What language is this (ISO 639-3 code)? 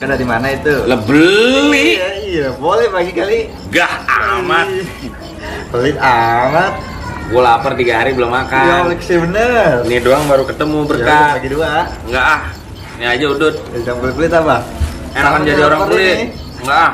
bew